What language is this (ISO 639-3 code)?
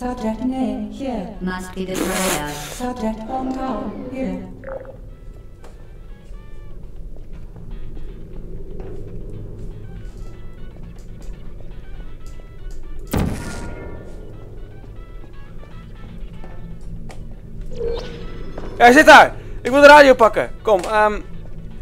nld